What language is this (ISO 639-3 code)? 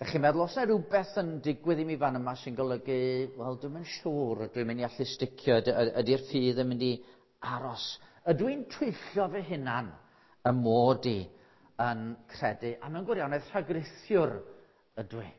cym